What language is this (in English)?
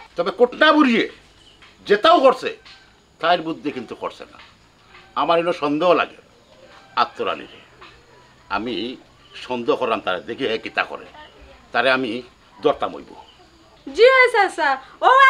Sylheti